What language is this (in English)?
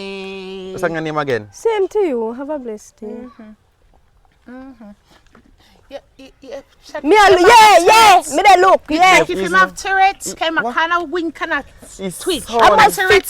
Jamaican Creole English